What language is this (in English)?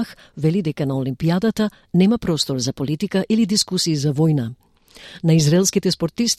Macedonian